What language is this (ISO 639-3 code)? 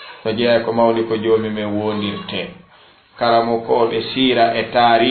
ful